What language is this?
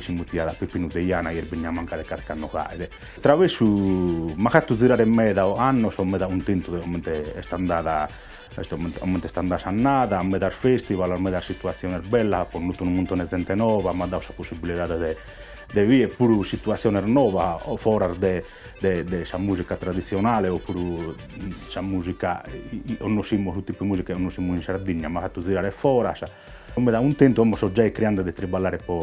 Sardinian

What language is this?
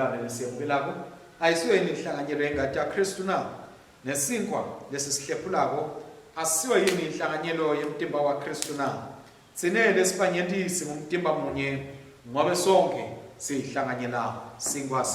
Swati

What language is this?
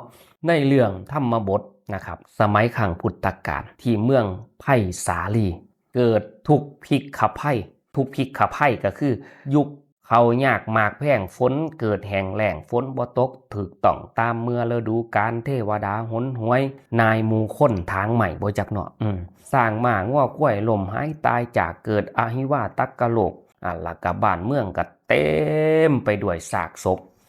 Northeastern Thai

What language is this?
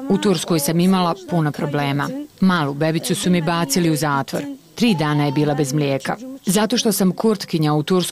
Bosnian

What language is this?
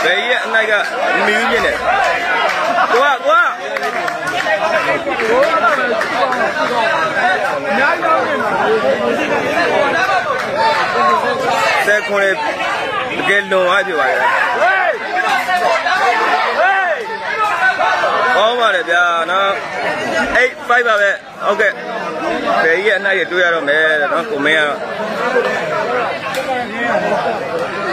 Burmese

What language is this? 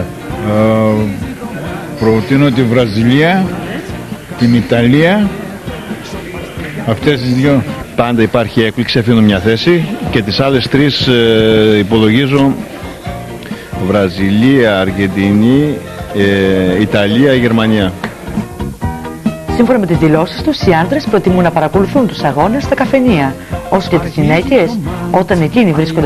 Greek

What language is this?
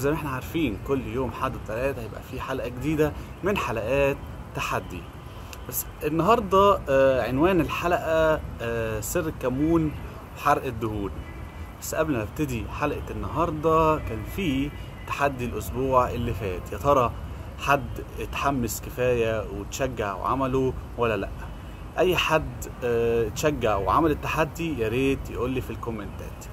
Egyptian Arabic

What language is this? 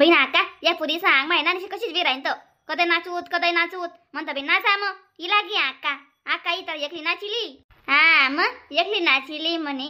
Khandesi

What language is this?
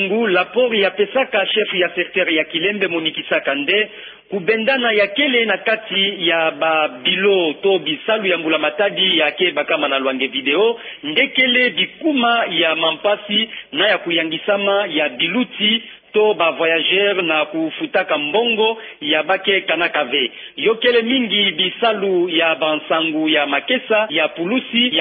Kituba (Democratic Republic of Congo)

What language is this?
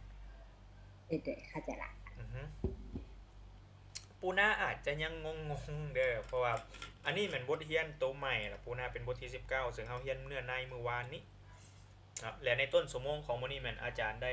Lao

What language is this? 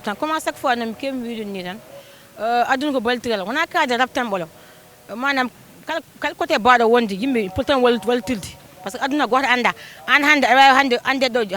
Fula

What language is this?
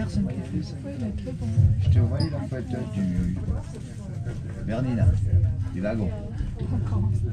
French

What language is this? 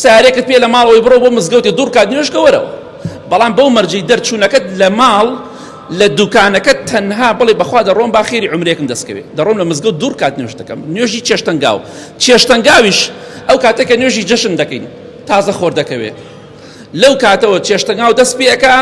Central Kurdish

